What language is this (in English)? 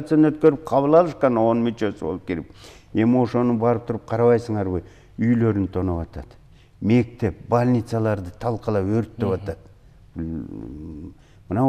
Kyrgyz